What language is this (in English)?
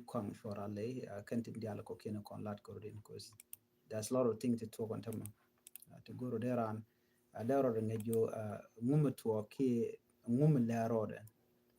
Nuer